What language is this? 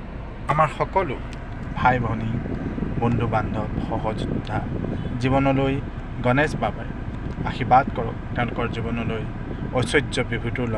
Assamese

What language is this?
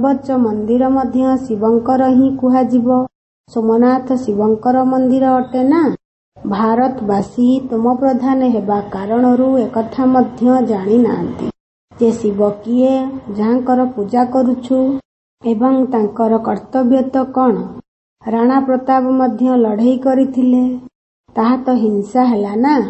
Odia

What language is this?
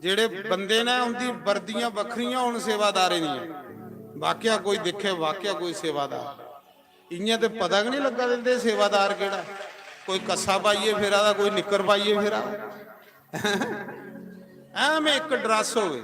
Dogri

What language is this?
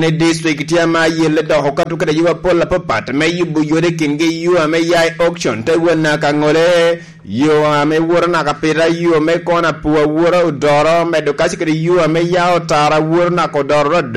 Lango (Uganda)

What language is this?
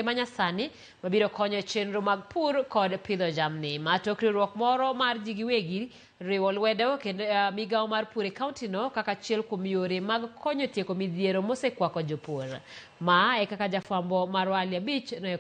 Luo (Kenya and Tanzania)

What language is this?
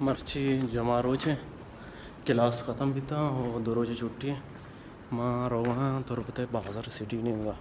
Baluchi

